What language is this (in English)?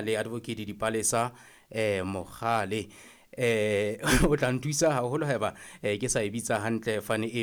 Southern Sotho